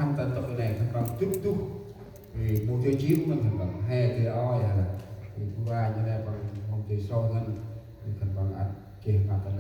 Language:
Central Mnong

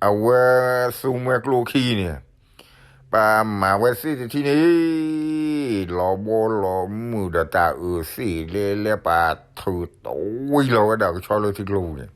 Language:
S'gaw Karen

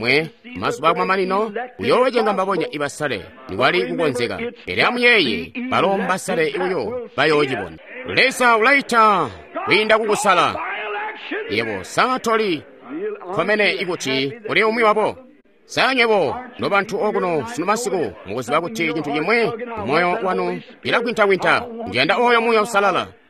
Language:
Tonga (Zambia)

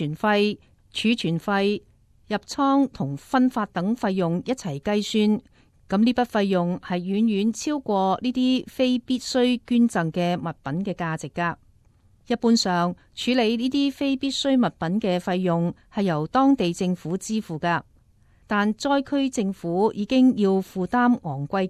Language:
Cantonese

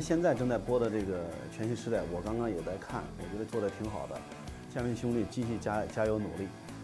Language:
Chinese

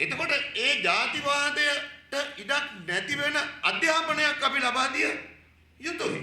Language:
Sinhala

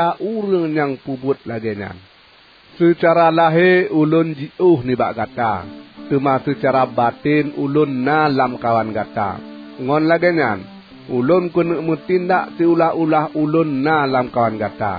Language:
Achinese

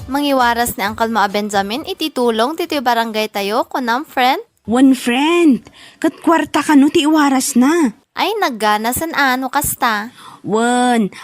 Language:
Iloko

